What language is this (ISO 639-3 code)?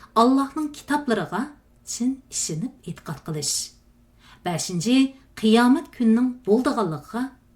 uig